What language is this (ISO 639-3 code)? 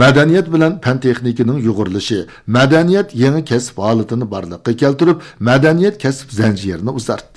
uig